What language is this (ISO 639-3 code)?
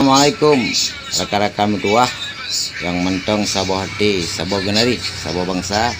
ace